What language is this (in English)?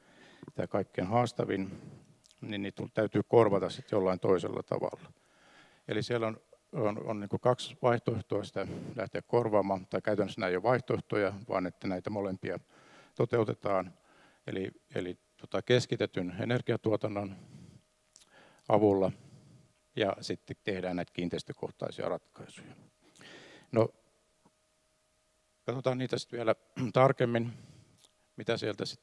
Finnish